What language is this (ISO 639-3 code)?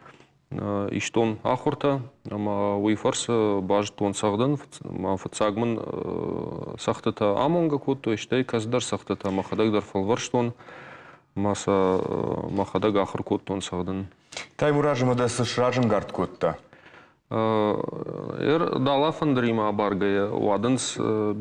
oss